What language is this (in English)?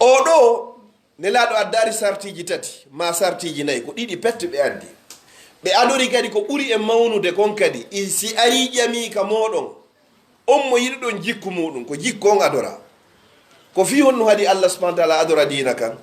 Pular